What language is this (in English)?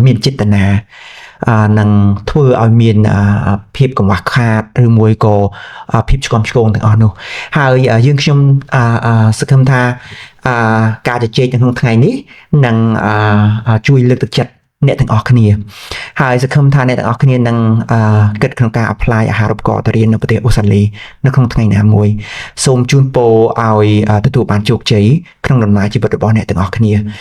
Khmer